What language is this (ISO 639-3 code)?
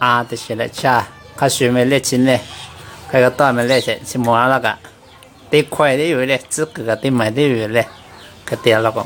lhu